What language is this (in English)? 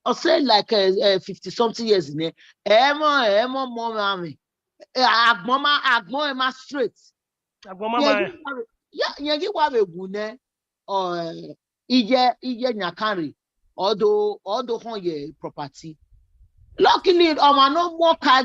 Bini